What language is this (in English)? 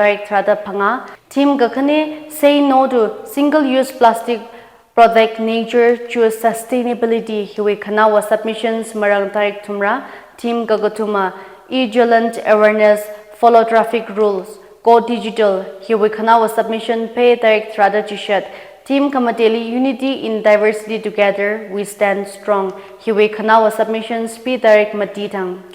Tangkhul Naga (India)